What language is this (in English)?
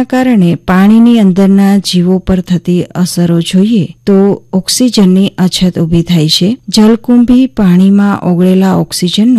Gujarati